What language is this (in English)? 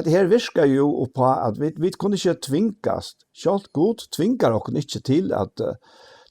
Faroese